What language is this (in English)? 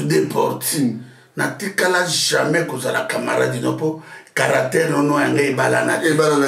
Lingala